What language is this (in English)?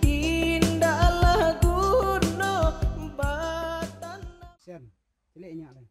Minangkabau